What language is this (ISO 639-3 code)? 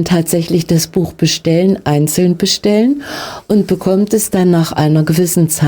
deu